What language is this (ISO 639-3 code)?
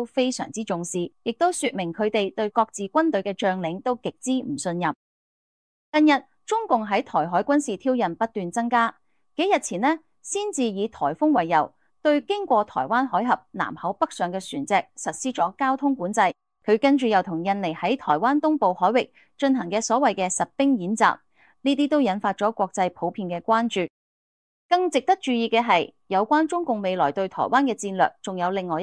yue